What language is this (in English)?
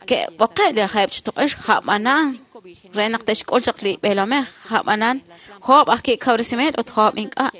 Kekchí